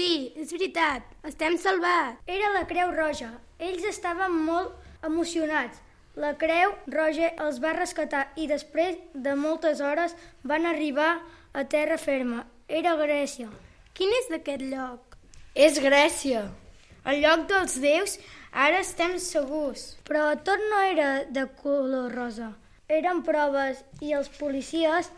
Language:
Catalan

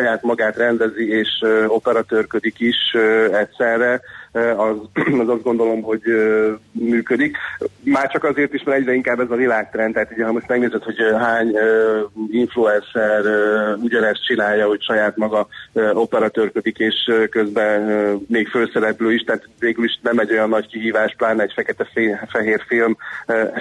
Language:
Hungarian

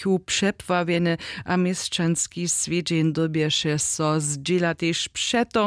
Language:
Upper Sorbian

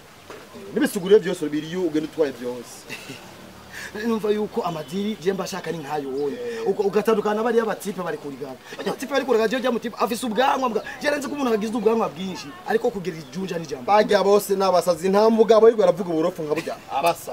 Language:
Rundi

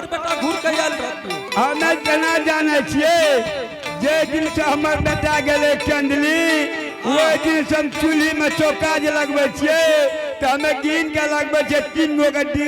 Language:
Angika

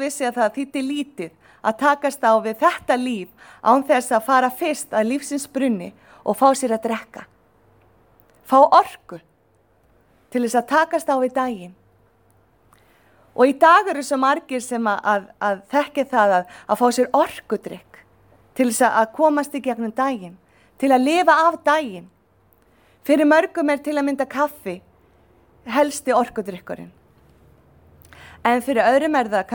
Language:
Icelandic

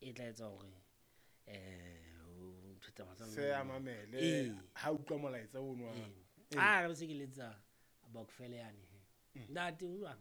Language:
Southern Sotho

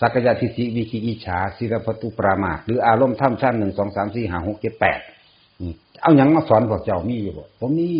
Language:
Northeastern Thai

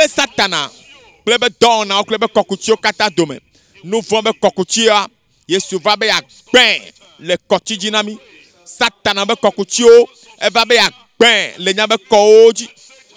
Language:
Ewe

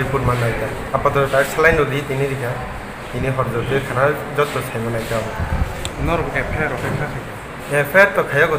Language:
Riang (India)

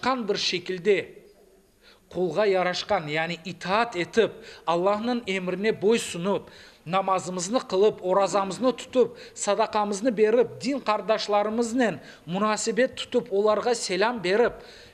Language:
Crimean Tatar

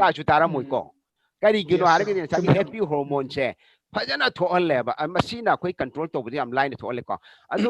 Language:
Manipuri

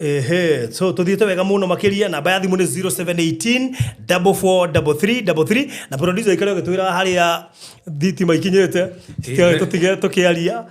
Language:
Kikuyu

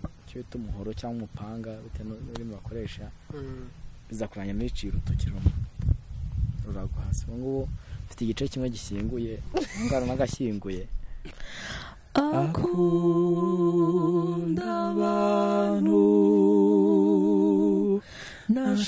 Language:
Kinyarwanda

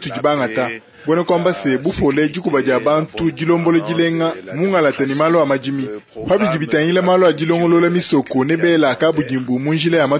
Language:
Luba-Lulua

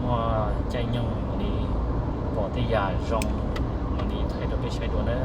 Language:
Hmong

